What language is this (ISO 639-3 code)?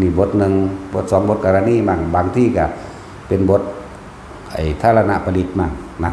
tts